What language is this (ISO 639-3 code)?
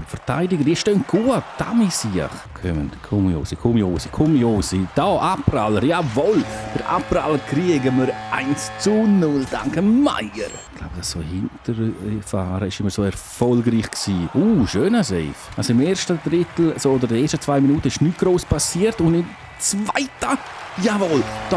gsw